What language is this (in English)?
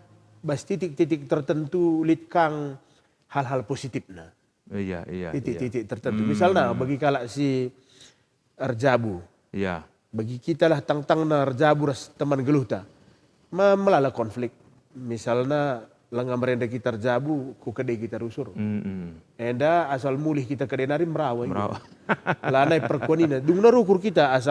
Batak Karo